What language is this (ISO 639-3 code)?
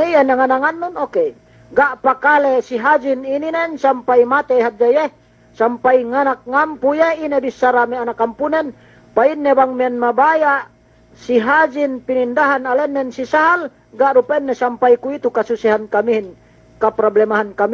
yka